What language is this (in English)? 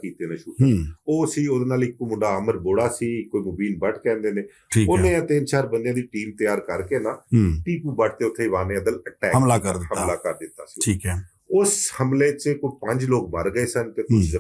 Western Panjabi